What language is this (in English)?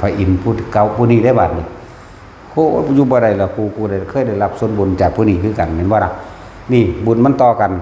Northeastern Thai